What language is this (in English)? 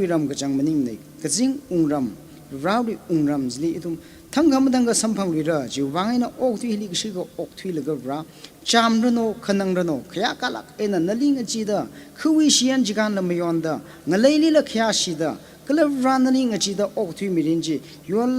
Tangkhul Naga (India)